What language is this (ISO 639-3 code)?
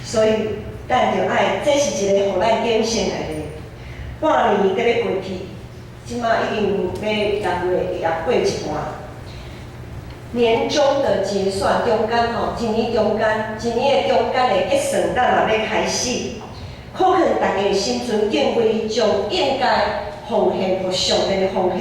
nan